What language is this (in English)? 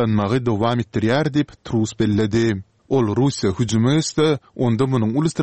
Turkmen